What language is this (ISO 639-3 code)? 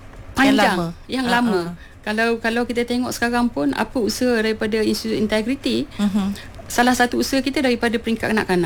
msa